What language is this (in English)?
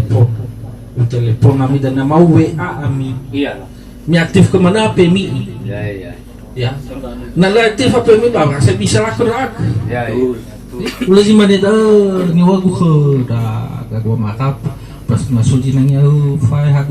Nias